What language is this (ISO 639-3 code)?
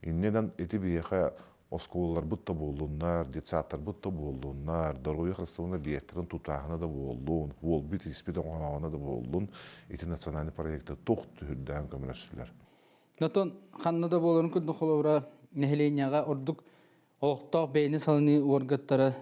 sah